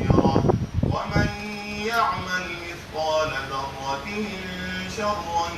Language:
Pular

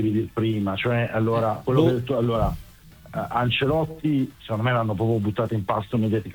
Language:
Italian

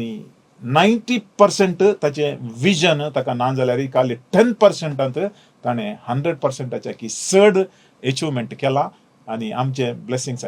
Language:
Konkani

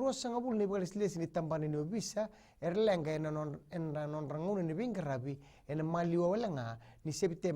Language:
Fijian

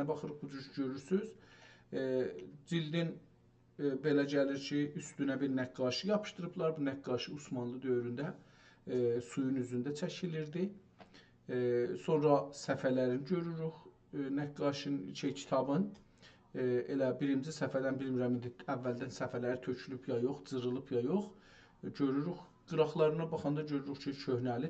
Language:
South Azerbaijani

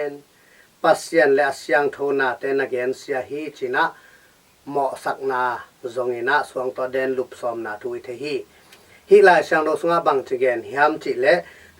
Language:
Tedim Chin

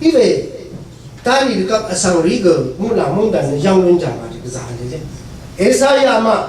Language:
Rawang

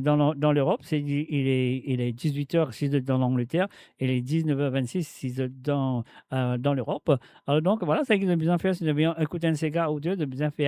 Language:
Morisyen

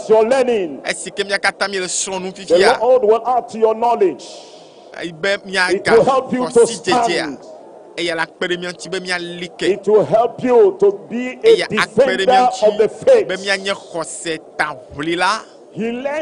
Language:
Ewe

